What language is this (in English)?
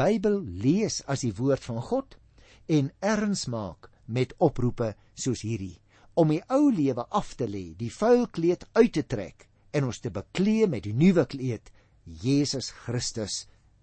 Afrikaans